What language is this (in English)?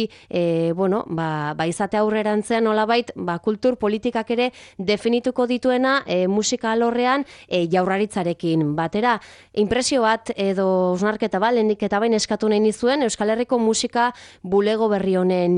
Basque